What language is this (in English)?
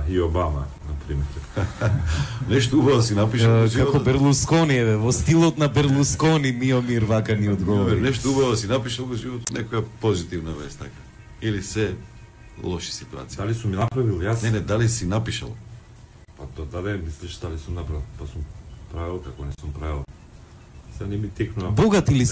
Macedonian